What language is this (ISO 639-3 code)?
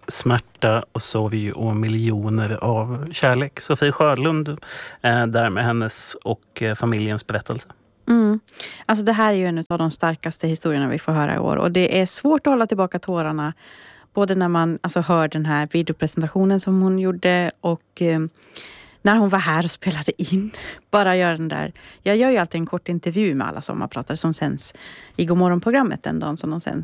swe